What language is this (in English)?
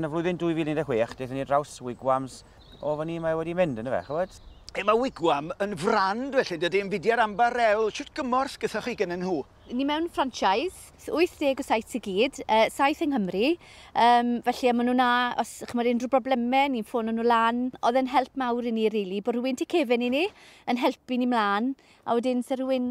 Welsh